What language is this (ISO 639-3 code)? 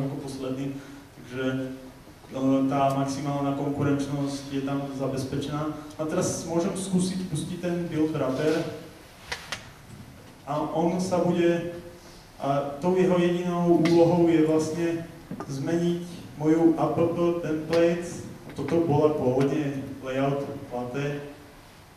slk